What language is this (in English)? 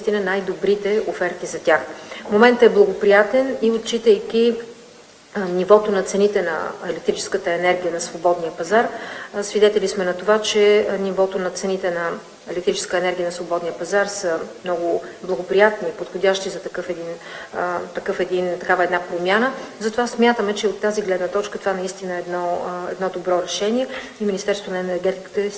Bulgarian